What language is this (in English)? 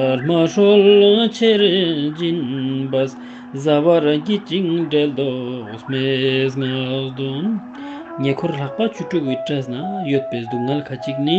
Ladakhi